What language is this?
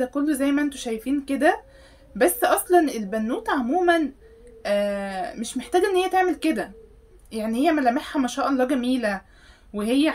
Egyptian Arabic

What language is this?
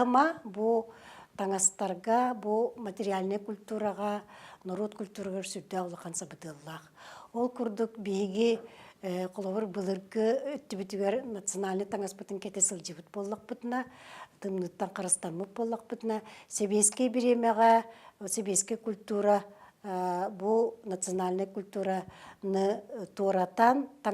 Yakut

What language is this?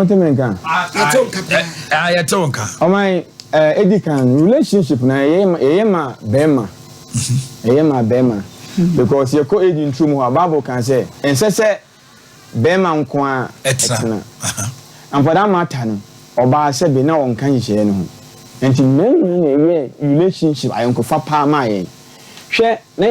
Akan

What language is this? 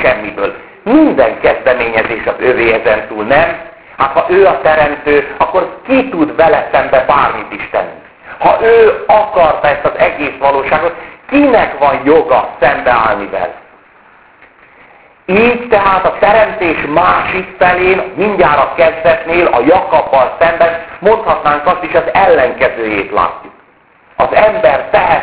Hungarian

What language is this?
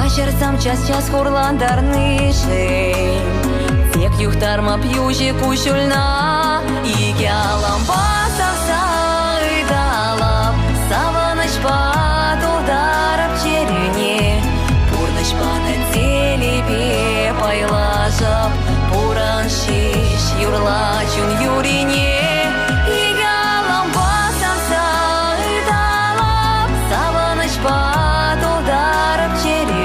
Chuvash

